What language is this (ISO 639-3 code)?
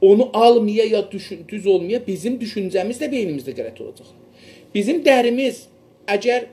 azb